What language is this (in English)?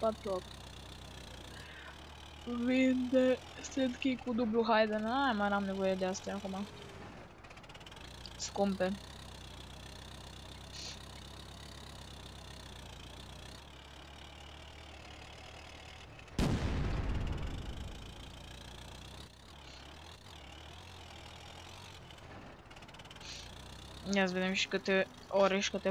Romanian